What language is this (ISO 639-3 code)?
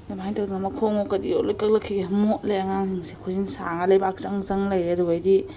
mni